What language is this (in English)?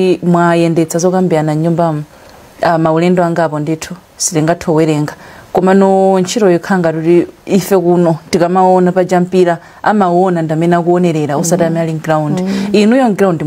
Nyanja